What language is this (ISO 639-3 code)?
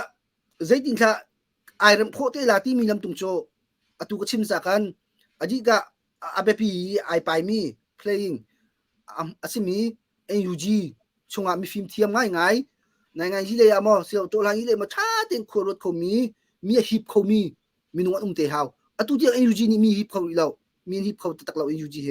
cnh